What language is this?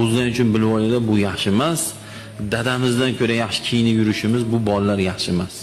Uzbek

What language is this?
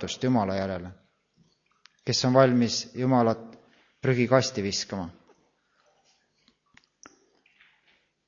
Estonian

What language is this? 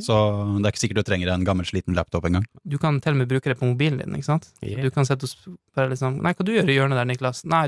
Norwegian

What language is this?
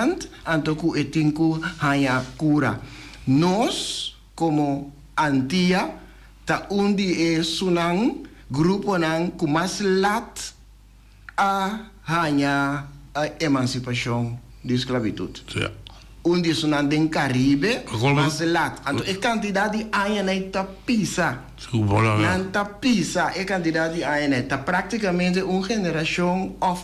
Papiamento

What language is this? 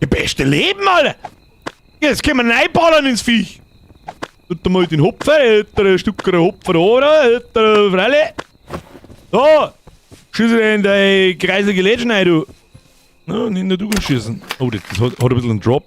Bavarian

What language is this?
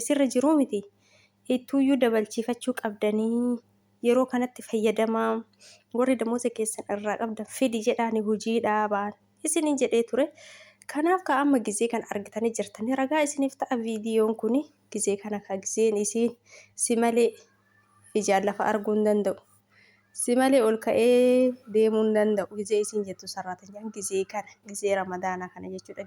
Oromo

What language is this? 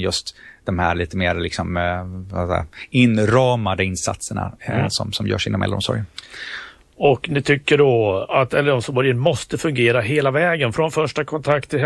Swedish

